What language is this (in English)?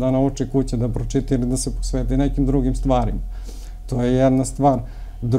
Serbian